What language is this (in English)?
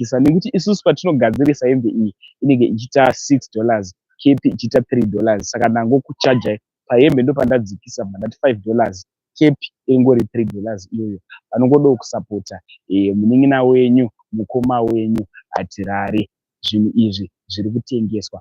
Shona